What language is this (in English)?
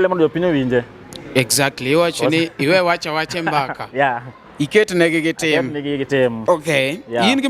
Luo (Kenya and Tanzania)